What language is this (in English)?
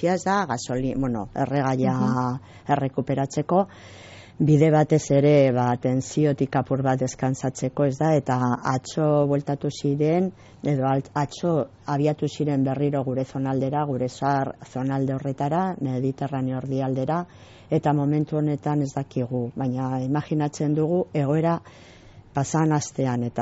Basque